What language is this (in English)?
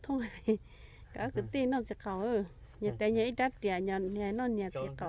Hmong